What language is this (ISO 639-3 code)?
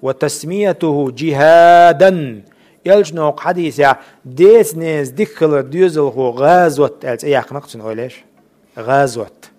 che